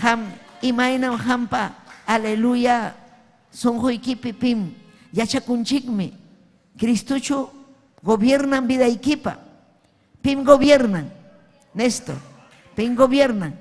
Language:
Ayacucho Quechua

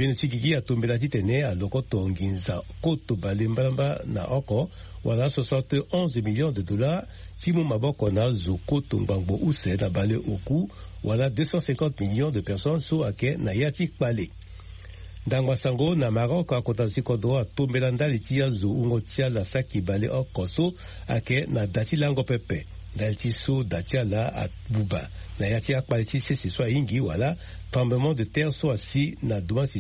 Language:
Sango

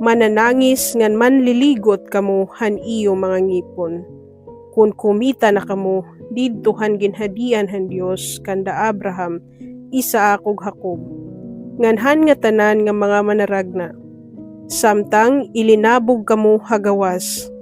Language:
Waray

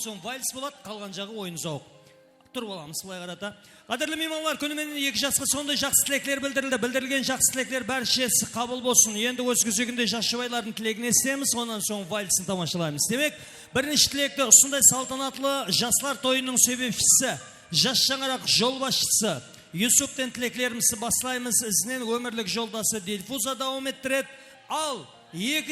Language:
Kara-Kalpak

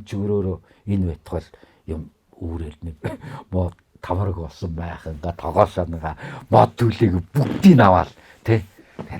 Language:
Mongolian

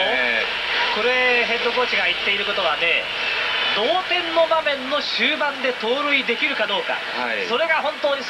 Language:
Japanese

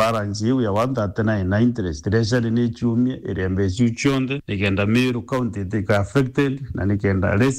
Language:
Meru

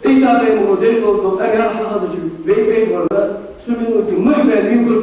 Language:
Ingush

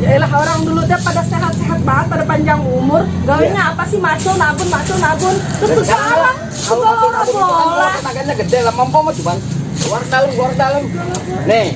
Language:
Betawi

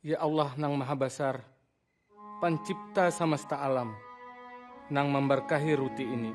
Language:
Banjar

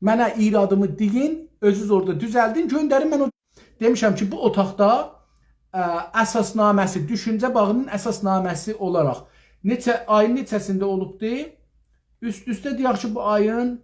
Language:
South Azerbaijani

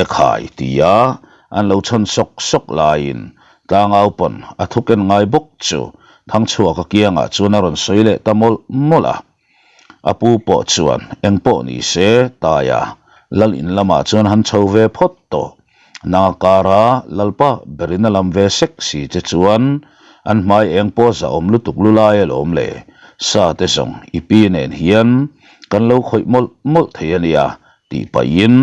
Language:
Mizo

